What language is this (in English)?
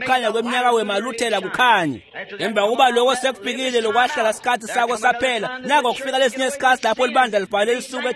Swati